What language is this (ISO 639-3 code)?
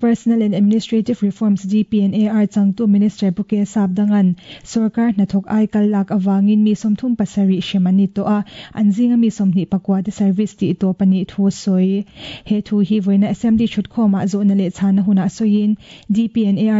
lus